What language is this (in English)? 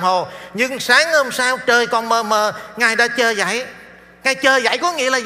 Vietnamese